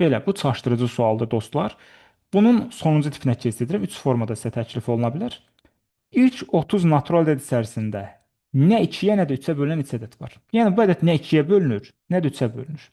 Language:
Azerbaijani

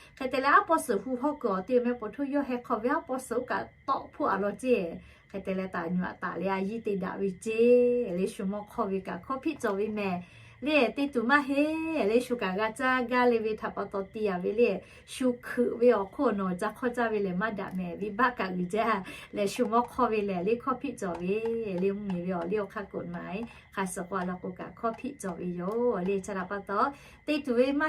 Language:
Lahu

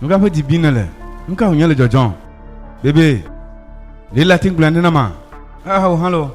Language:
Ewe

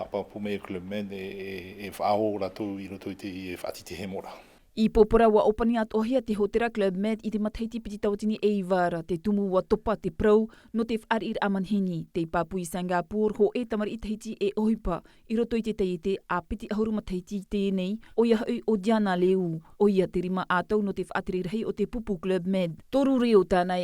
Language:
Tahitian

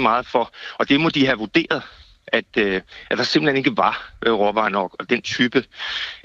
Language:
Danish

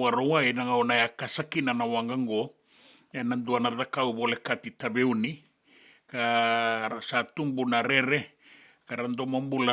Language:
Fijian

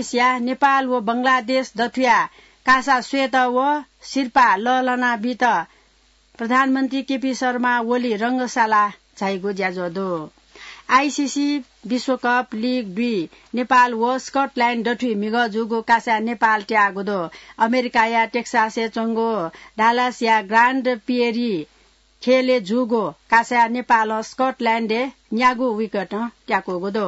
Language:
Newari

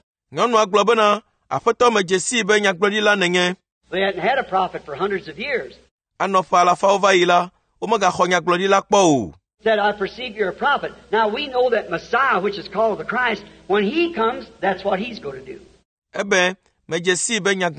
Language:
Ewe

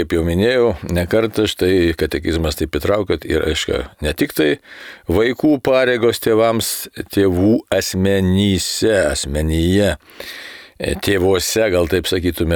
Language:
Lithuanian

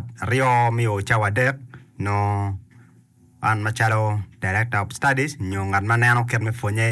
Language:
Acoli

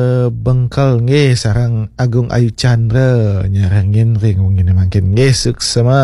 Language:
Balinese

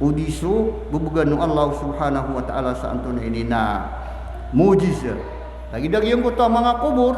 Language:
Maranao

